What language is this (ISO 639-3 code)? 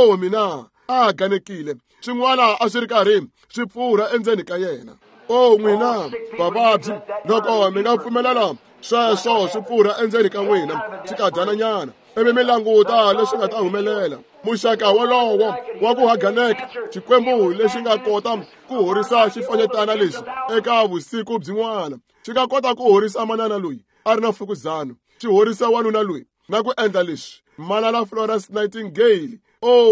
tso